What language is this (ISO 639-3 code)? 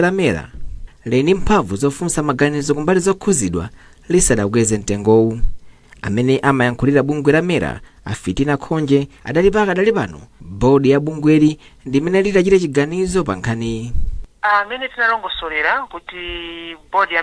nya